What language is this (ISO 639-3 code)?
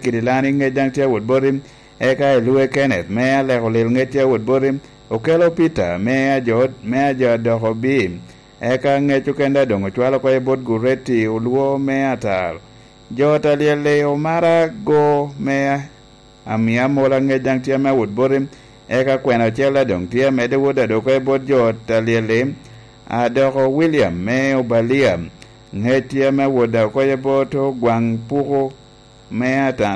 laj